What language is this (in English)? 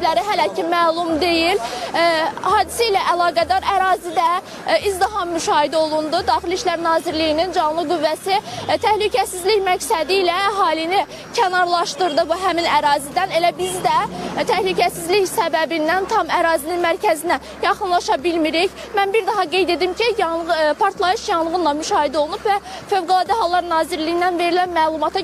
Azerbaijani